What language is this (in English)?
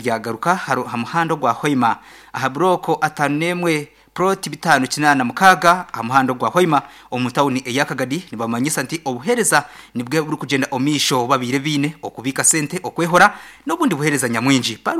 Nyankole